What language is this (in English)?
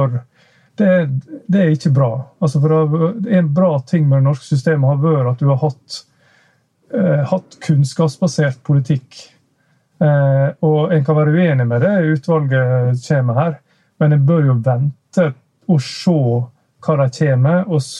Norwegian